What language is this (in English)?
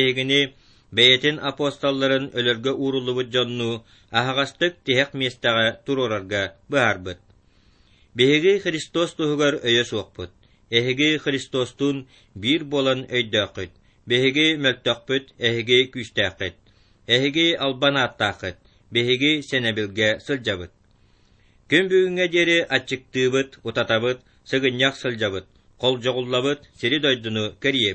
Yakut